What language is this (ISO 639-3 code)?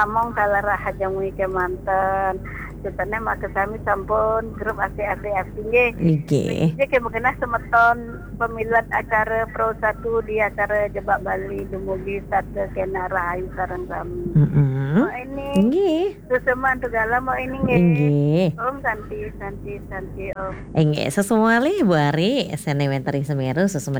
ban